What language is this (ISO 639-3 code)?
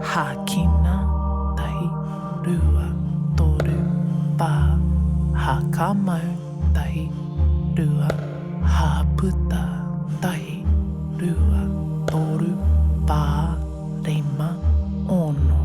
mri